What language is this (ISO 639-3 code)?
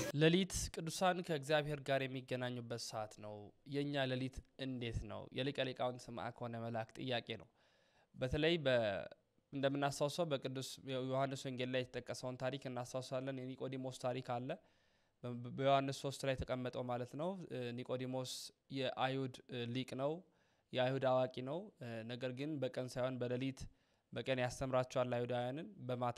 amh